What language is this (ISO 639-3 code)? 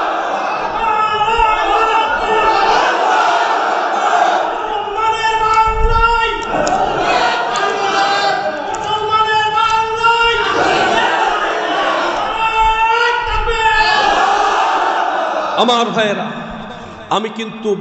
ben